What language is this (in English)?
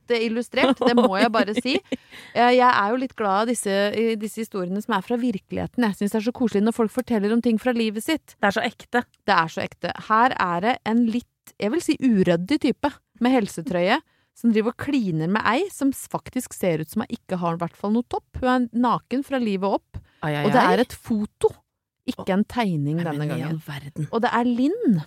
Norwegian